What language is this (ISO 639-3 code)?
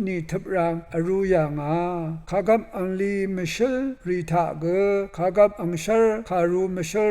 raw